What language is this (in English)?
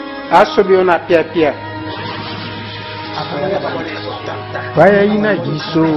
Swahili